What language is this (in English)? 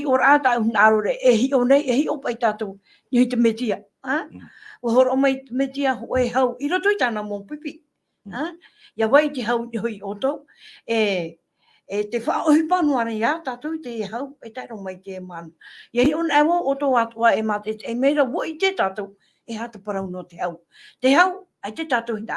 Tahitian